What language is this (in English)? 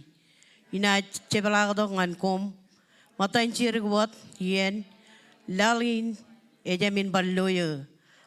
Marshallese